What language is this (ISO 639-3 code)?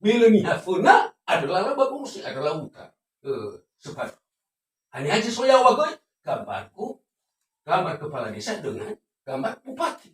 nia